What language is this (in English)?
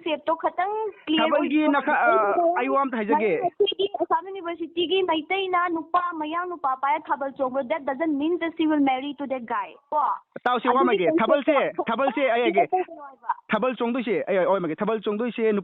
Manipuri